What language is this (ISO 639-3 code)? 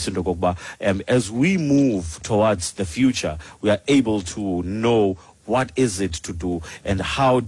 xho